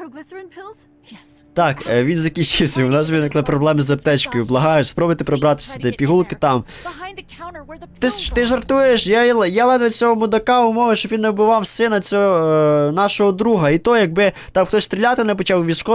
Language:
Ukrainian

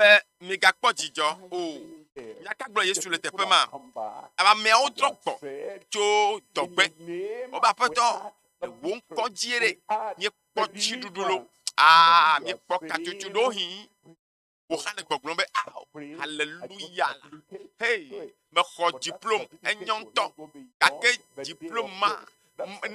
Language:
Ewe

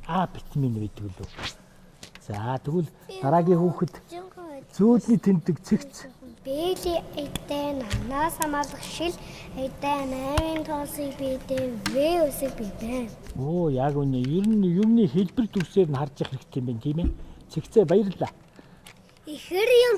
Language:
Mongolian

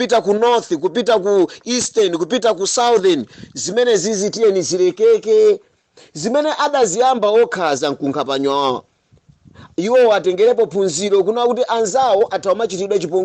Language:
Nyanja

